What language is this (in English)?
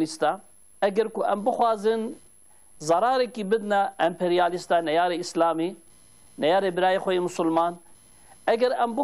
Kurdish